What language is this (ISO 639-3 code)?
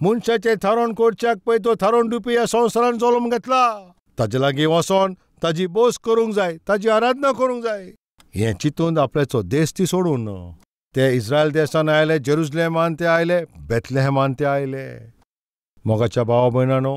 kok